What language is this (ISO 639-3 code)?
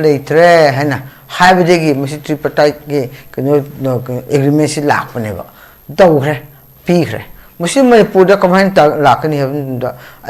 mni